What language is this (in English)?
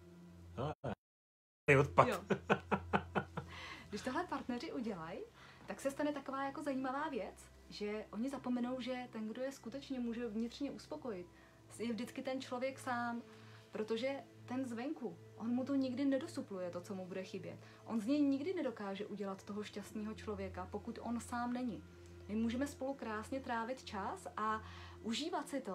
Czech